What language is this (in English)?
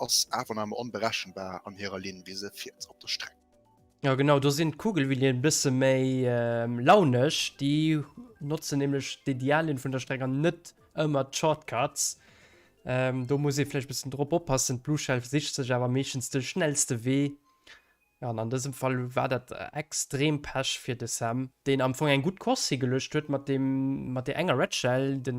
Luxembourgish